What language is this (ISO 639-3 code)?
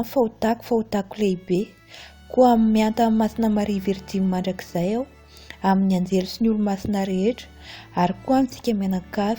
mlg